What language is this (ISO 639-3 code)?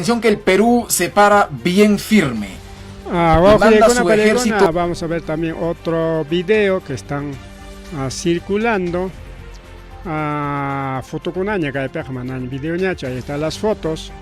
quy